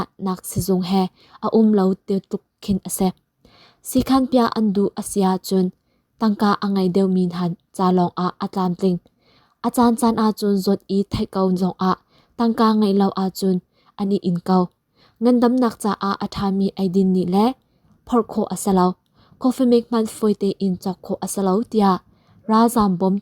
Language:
Hakha Chin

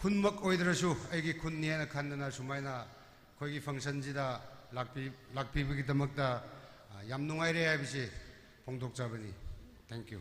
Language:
Tangkhul Naga (India)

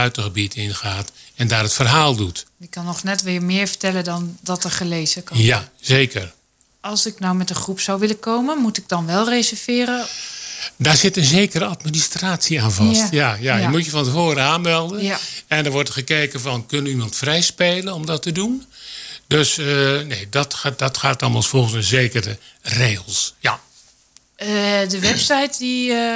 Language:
Dutch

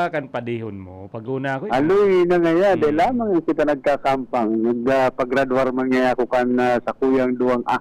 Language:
Bikol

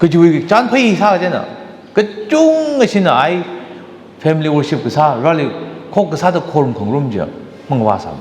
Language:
Tangkhul Naga (India)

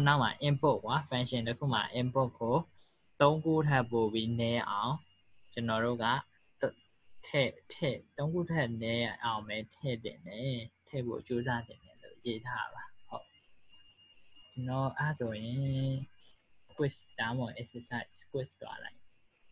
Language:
Burmese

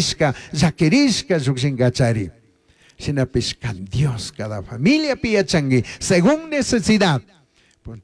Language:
Chimborazo Highland Quichua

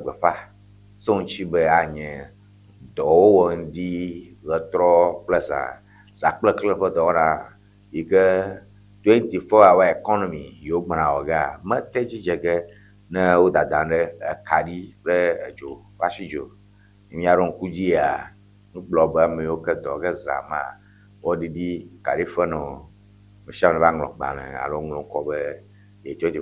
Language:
Ewe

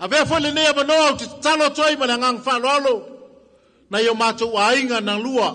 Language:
Samoan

